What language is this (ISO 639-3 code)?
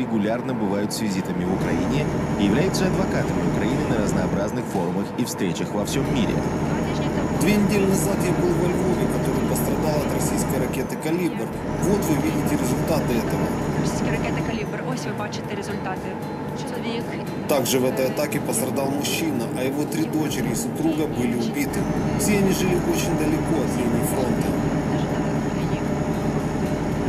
rus